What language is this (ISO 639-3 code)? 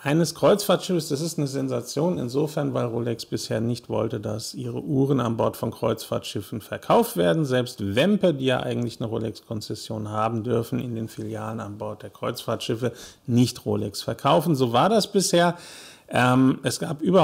deu